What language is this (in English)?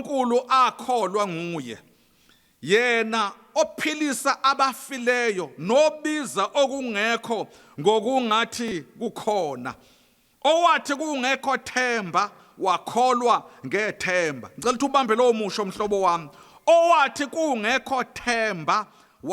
Zulu